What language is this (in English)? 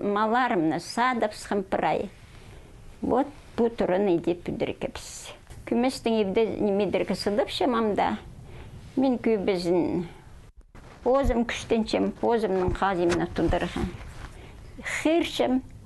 Khakas